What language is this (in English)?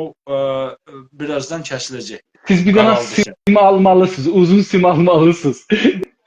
South Azerbaijani